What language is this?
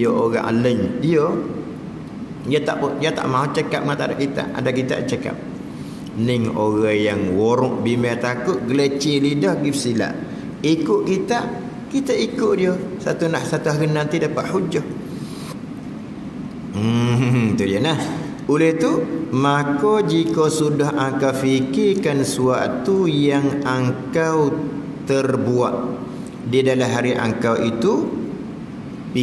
Malay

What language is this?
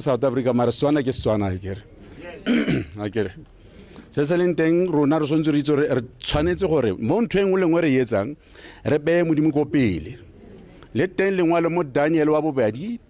Tswana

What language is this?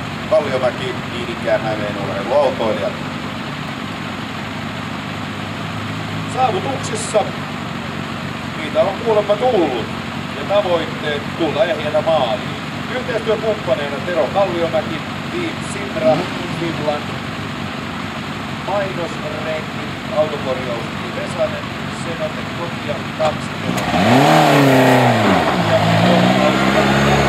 Finnish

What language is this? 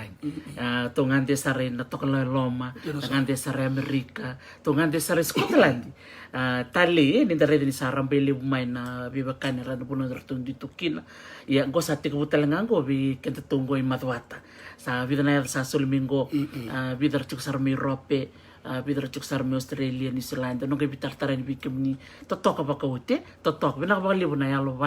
Fijian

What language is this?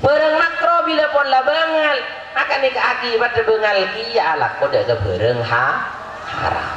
Madurese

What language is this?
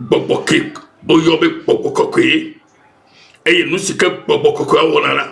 Ewe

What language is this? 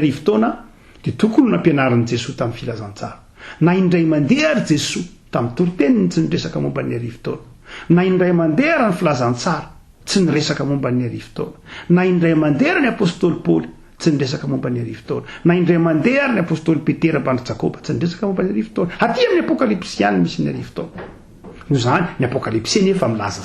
Malagasy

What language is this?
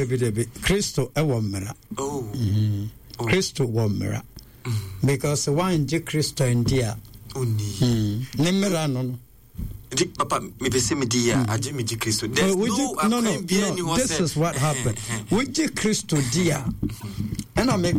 Akan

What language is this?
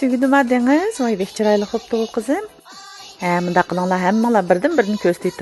Uyghur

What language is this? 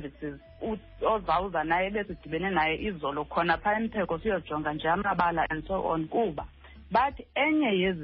Xhosa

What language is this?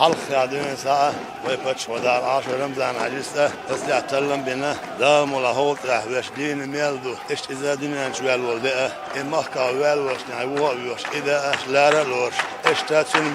Chechen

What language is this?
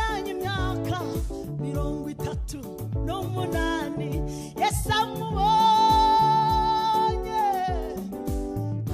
Kinyarwanda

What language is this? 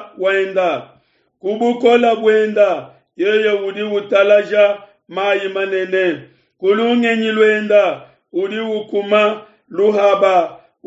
Luba-Lulua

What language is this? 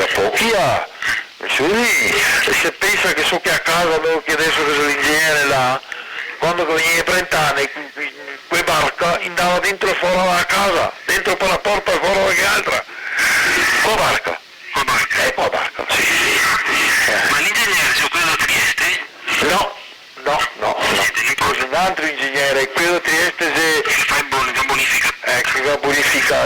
Venetian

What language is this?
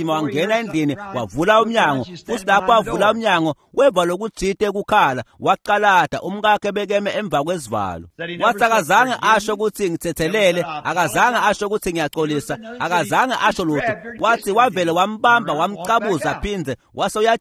Swati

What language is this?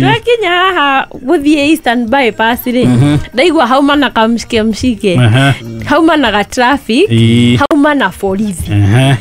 Kikuyu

